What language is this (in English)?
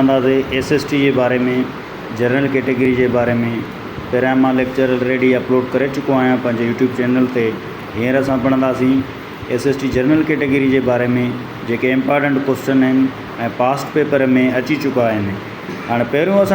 Sindhi